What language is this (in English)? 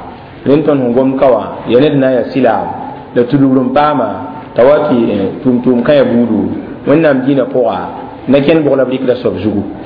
Mossi